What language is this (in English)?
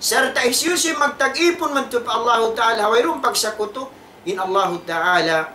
Tausug